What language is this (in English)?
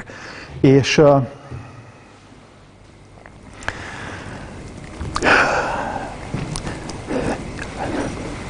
Hungarian